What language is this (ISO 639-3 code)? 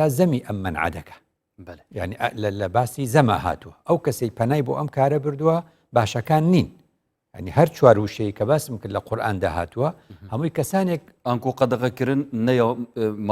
ckb